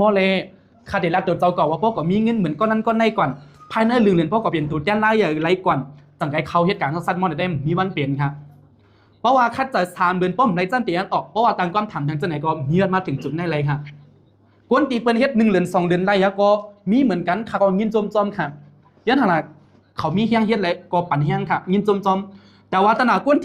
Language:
Shan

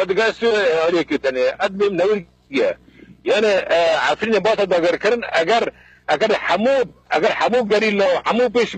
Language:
Kurdish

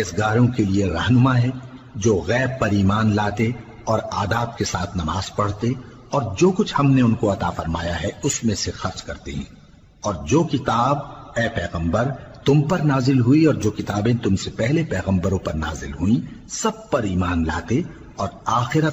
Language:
Urdu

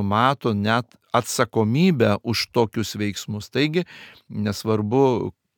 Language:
Lithuanian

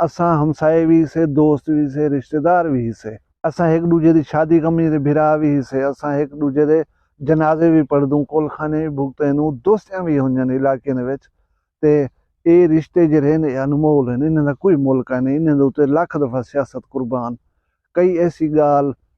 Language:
Saraiki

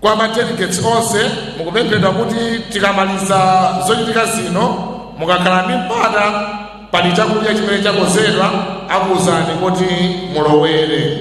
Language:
Nyanja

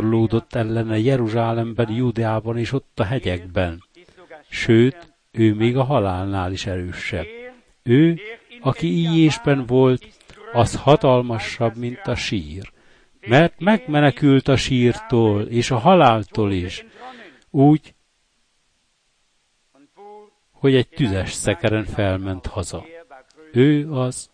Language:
Hungarian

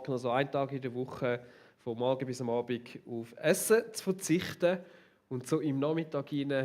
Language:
Swiss German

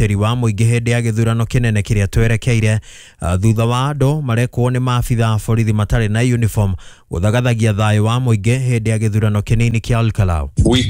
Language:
Kikuyu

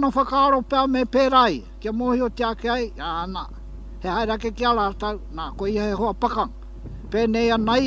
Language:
Māori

